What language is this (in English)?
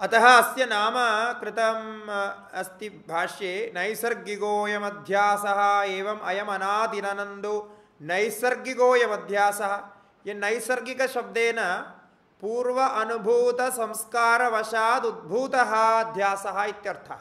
Sanskrit